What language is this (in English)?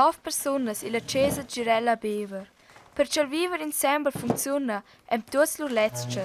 Romansh